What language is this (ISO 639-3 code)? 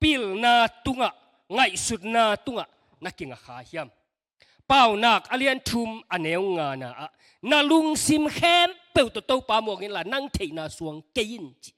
ctd